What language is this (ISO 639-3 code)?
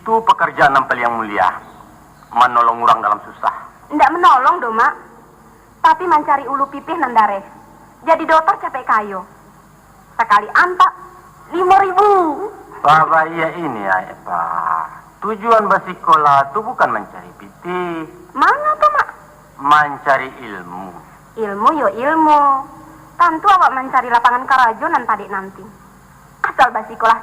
min